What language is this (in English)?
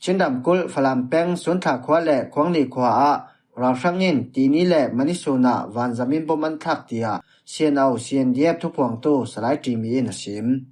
Falam Chin